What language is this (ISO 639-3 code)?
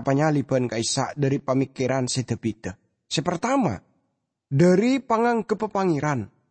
mad